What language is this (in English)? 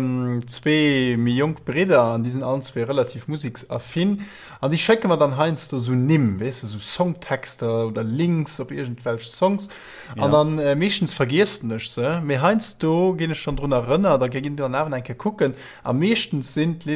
Luxembourgish